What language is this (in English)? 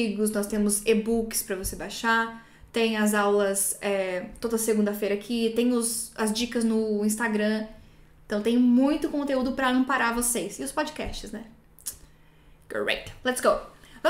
Portuguese